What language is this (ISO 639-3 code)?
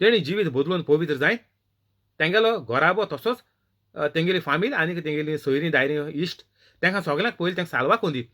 kok